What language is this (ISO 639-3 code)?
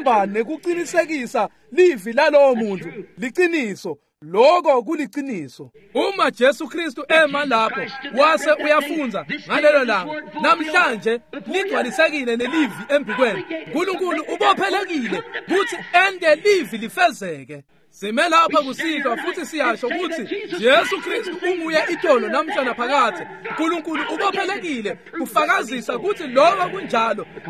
ssw